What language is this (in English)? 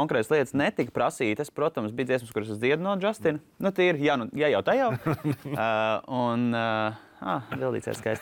Latvian